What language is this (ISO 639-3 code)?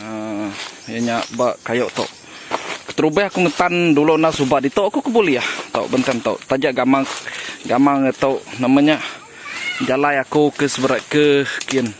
iba